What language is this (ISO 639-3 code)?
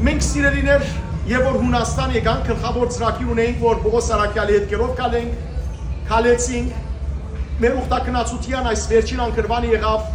hyw